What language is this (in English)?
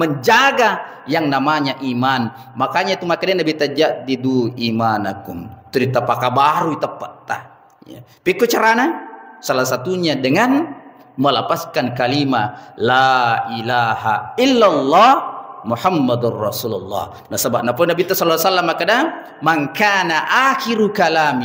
Buginese